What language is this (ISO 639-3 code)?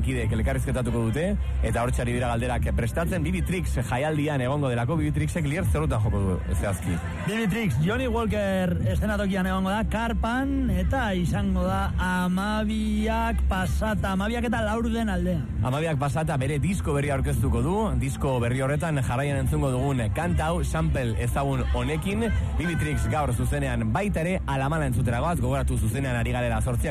eus